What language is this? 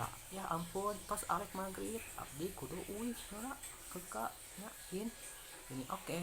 Sundanese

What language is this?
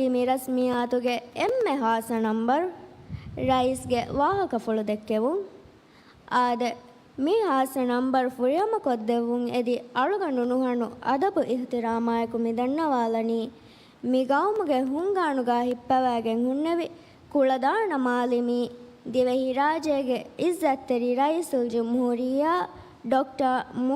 Divehi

